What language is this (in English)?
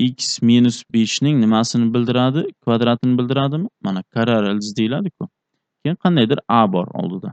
Uzbek